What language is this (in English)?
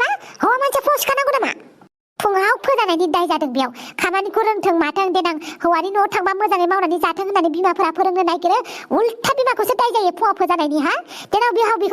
Bodo